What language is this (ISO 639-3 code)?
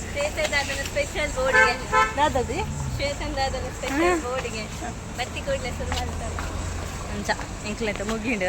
tcy